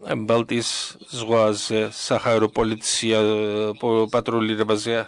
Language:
Georgian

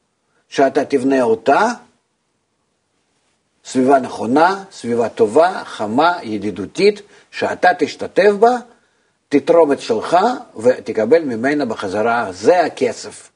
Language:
Hebrew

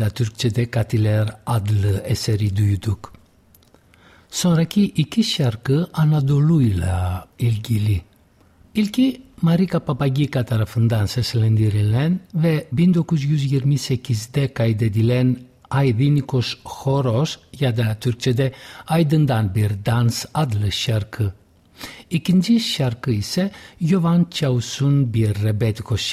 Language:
Turkish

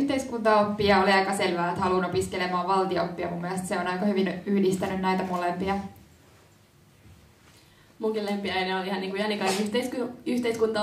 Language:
Finnish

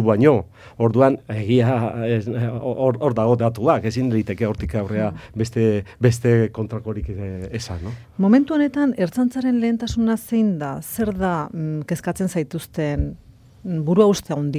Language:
Basque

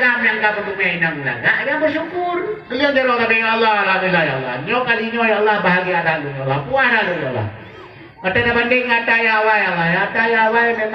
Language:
Achinese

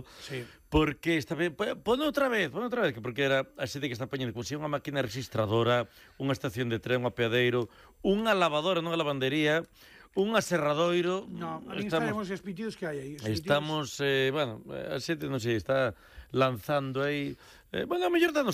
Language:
Galician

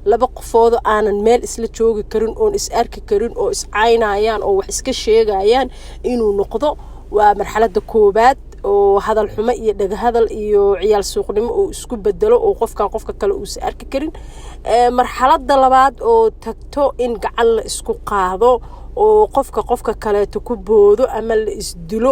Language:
Somali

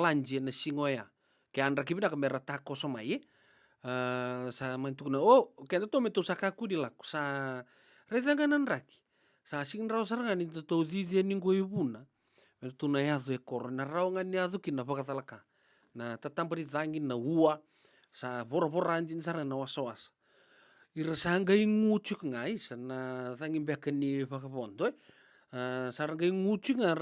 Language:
Fijian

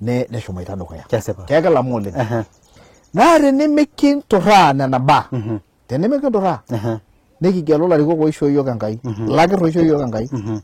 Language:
Masai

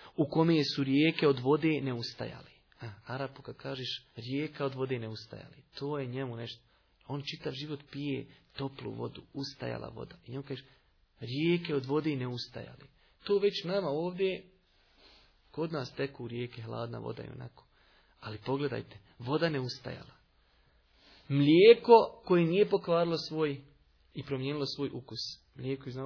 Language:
Bosnian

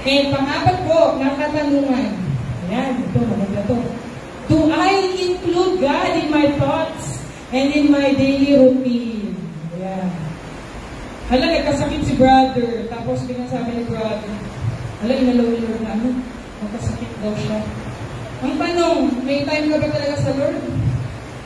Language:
Filipino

